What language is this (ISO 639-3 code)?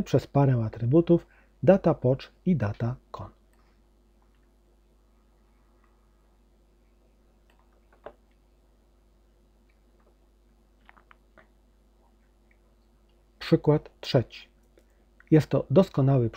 pol